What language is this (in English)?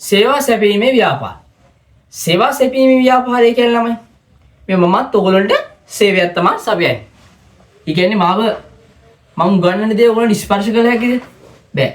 Sinhala